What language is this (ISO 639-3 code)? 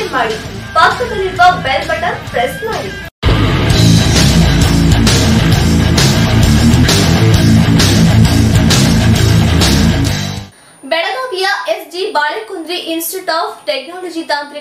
kan